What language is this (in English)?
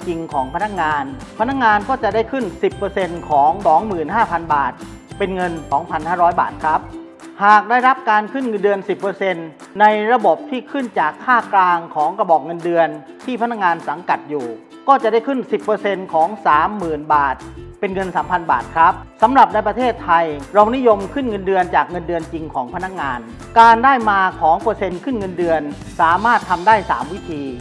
Thai